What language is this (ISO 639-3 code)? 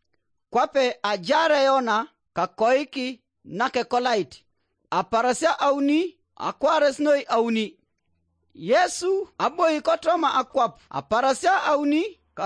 teo